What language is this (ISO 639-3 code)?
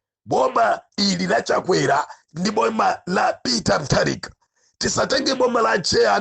nya